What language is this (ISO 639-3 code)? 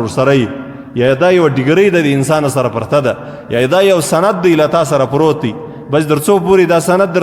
pus